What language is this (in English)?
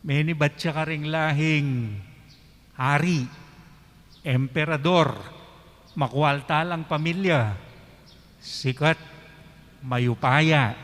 Pampanga